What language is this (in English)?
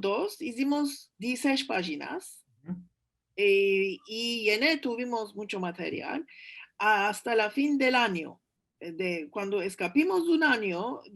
Ladino